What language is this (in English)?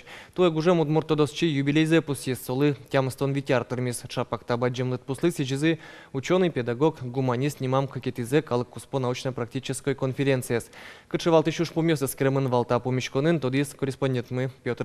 Udmurt